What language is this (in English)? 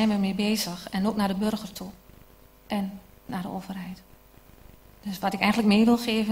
Dutch